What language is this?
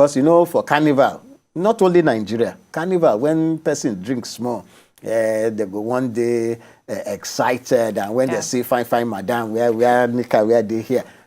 Nigerian Pidgin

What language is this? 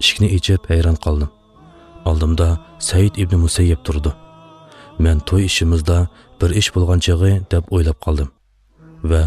Uyghur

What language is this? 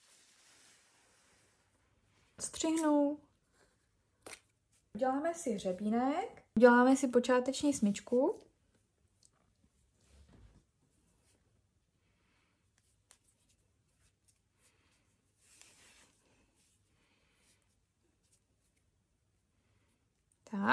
Czech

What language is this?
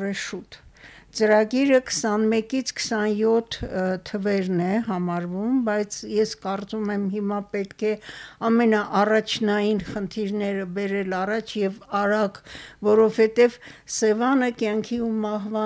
Armenian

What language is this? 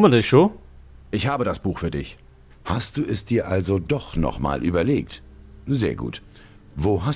Bavarian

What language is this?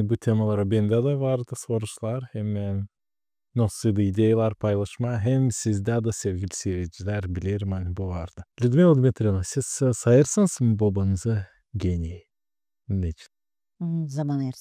Gagauz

